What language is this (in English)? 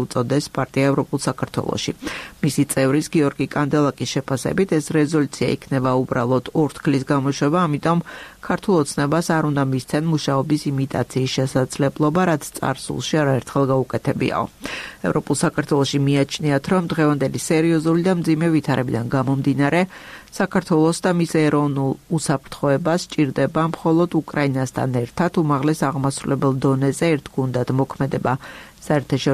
Georgian